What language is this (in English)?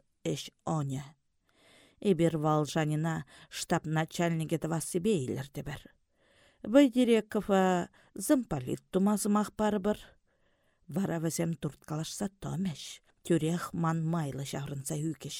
Chuvash